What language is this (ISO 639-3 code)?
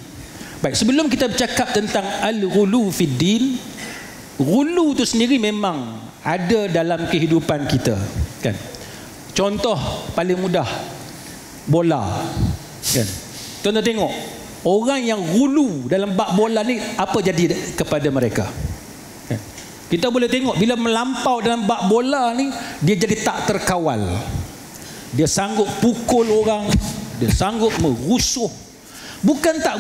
msa